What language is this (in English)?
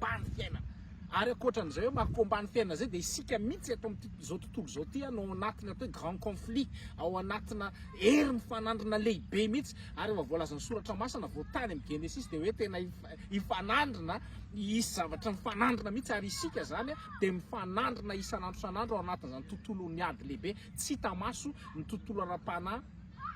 Malagasy